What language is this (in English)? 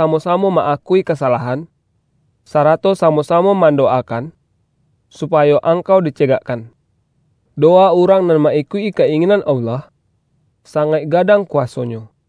Minangkabau